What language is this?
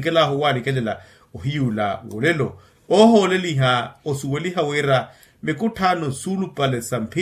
Makhuwa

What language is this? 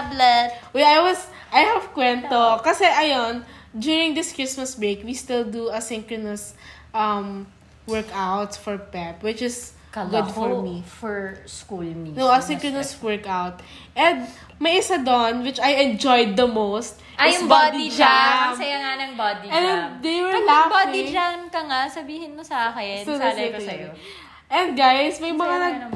Filipino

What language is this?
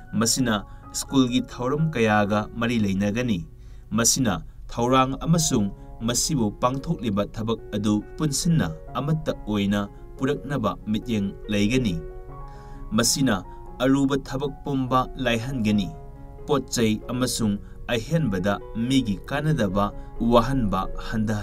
Manipuri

